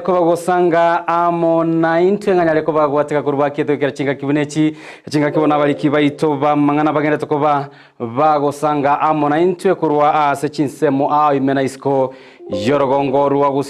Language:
Gusii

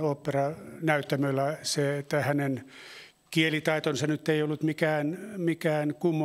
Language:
Finnish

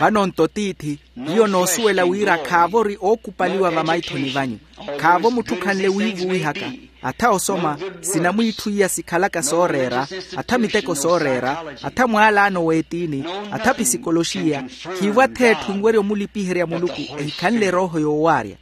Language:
Makhuwa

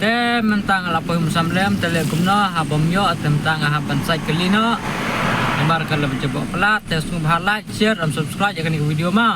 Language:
Khasi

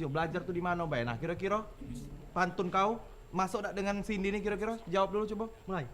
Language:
Musi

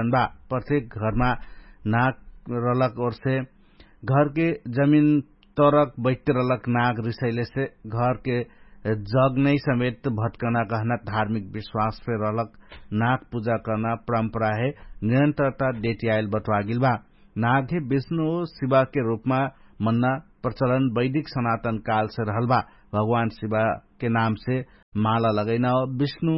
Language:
Dangaura Tharu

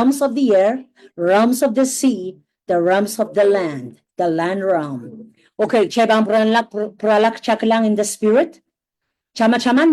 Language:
Pohnpeian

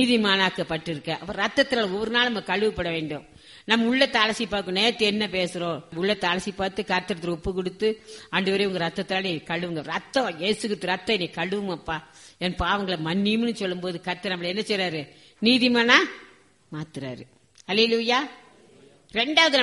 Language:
Tamil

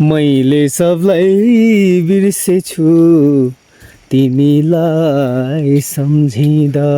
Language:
Nepali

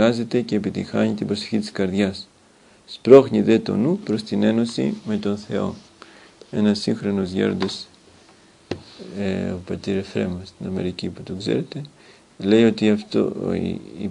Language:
Greek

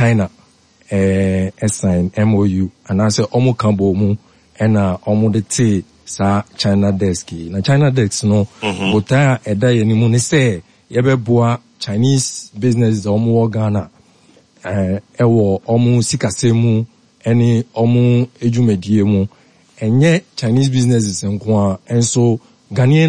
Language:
Akan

